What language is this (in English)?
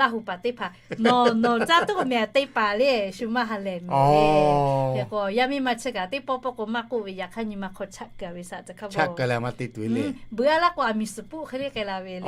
Lahu